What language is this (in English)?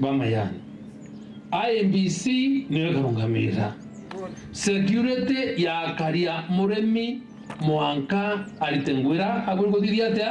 Meru